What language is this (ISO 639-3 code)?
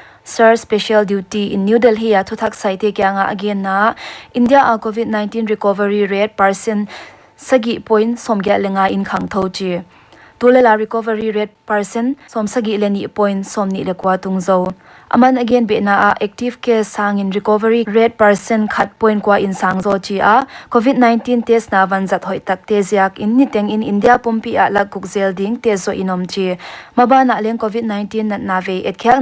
pck